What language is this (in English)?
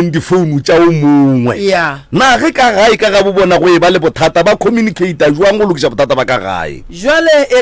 Northern Sotho